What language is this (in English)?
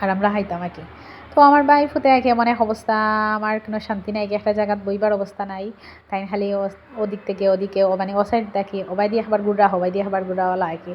Sylheti